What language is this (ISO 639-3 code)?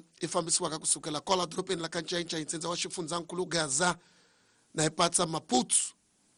tso